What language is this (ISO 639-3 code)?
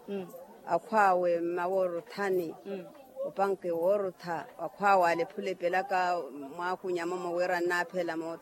vmw